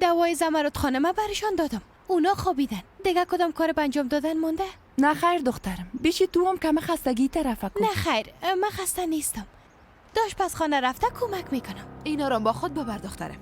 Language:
Persian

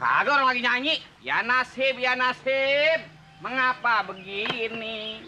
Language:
Betawi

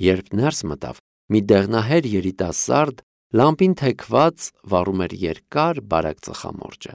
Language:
Armenian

